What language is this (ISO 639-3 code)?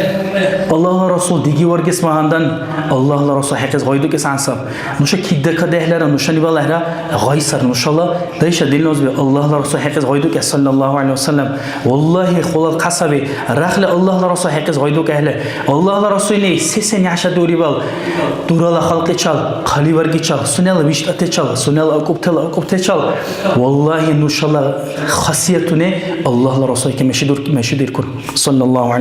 dar